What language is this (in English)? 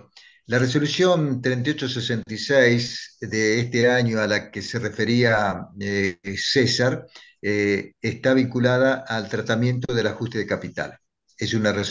Spanish